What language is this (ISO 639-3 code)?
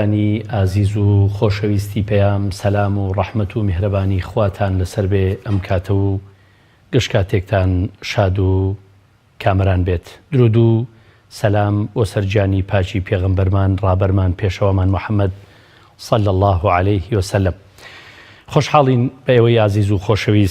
ckb